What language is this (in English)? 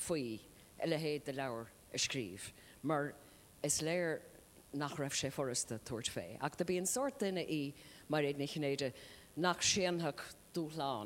Irish